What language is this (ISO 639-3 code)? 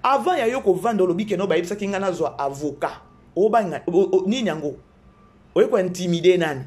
lin